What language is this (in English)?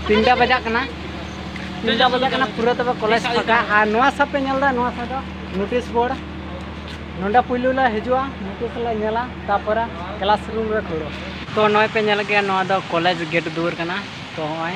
Santali